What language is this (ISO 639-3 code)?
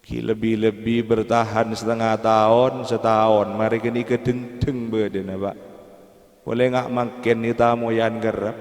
mad